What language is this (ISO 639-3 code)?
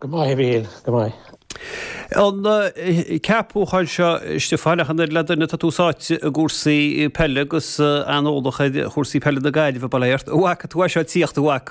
gle